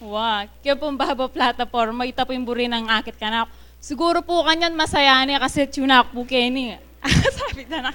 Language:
Pampanga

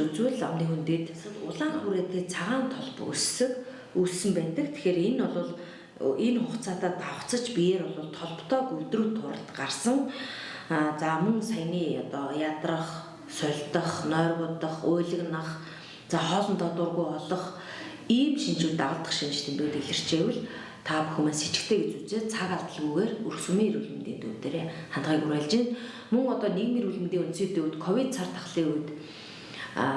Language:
Mongolian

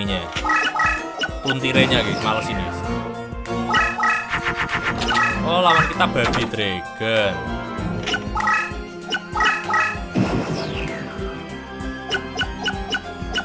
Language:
Indonesian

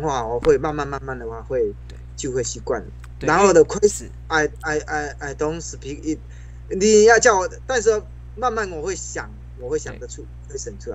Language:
English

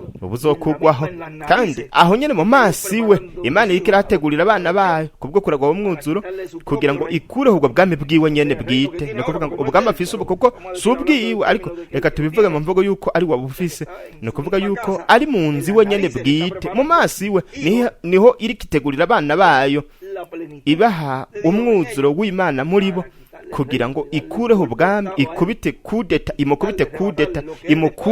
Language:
Rundi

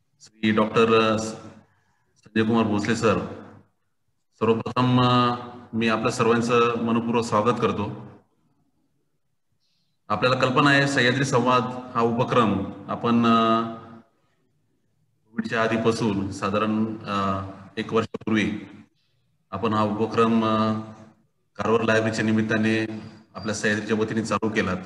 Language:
Marathi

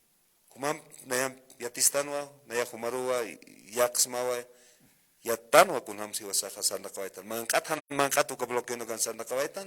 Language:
Aymara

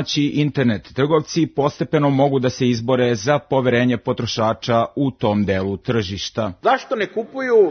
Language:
Serbian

